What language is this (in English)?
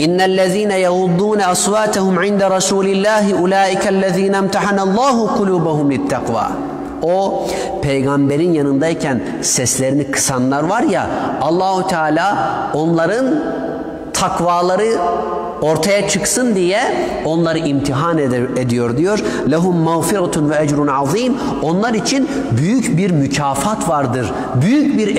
Turkish